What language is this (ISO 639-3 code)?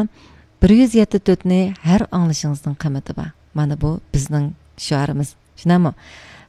uig